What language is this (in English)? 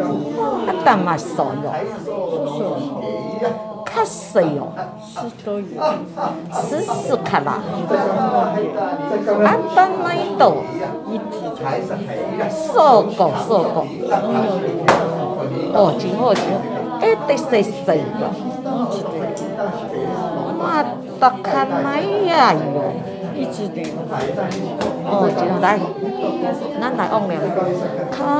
Chinese